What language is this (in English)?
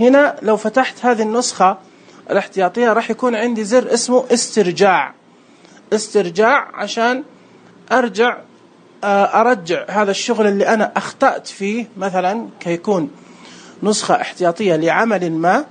Najdi Arabic